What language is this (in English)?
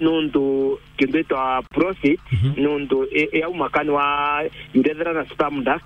Meru